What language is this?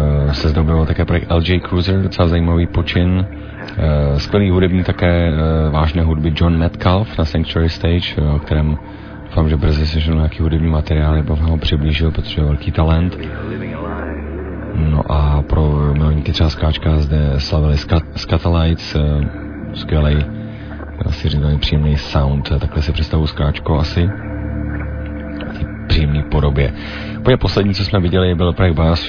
Czech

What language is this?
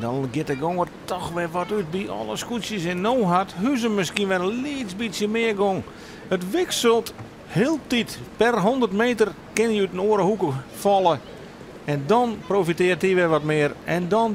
Western Frisian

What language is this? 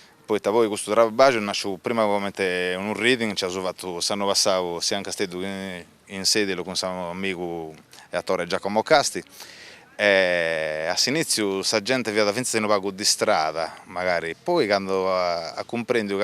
Sardinian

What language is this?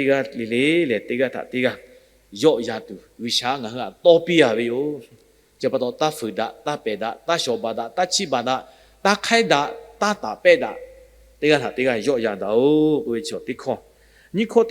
Lahu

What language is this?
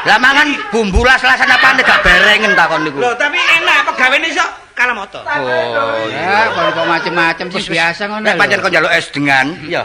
Javanese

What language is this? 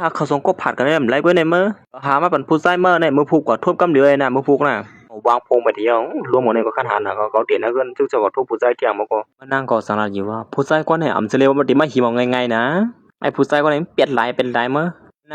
Shan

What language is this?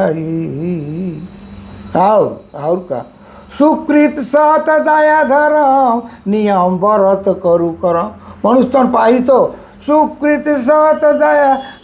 Sadri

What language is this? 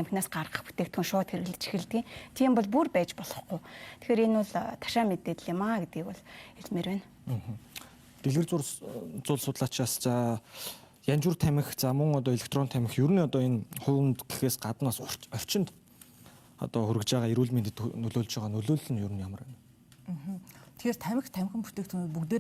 Mongolian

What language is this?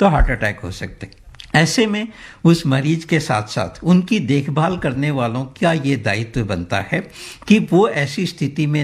Hindi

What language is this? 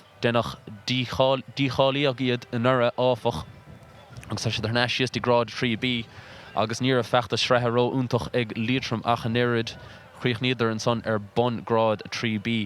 Irish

